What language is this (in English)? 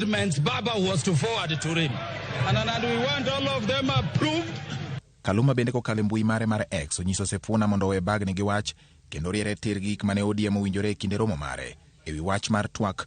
Luo (Kenya and Tanzania)